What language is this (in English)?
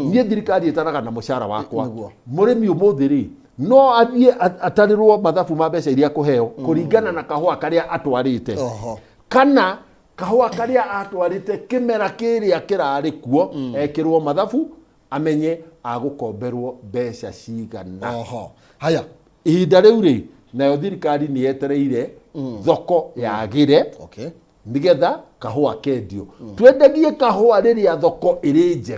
Kikuyu